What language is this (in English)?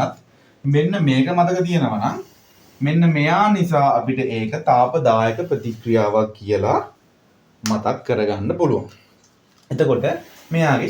Sinhala